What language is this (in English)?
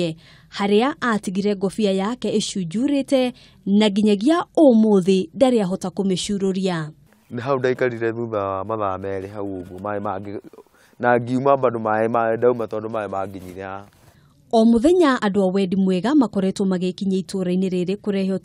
Kikuyu